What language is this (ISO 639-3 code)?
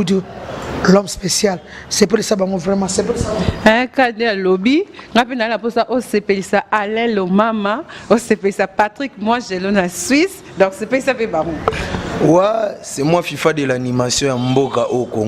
lin